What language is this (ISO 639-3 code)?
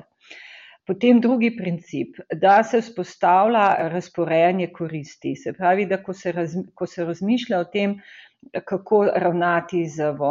slv